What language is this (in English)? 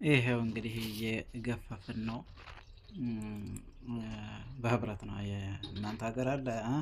Amharic